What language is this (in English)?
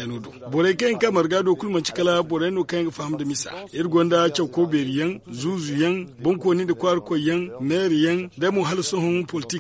Zarma